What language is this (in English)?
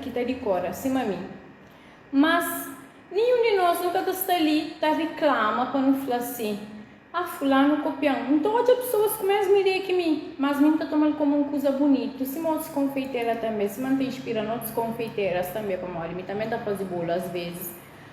Kabuverdianu